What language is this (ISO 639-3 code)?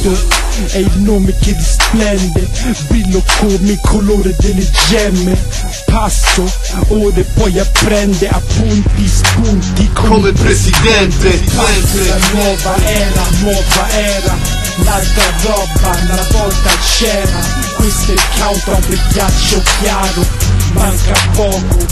ita